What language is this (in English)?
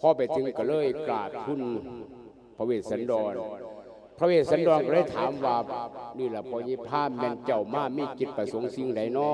Lao